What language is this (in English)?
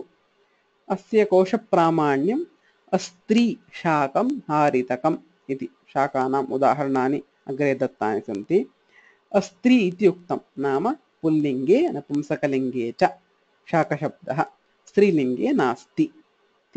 Sanskrit